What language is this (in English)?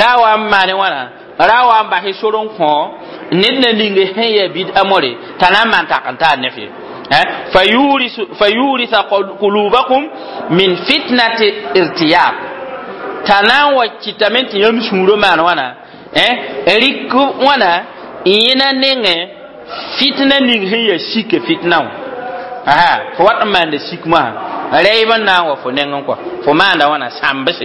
Mossi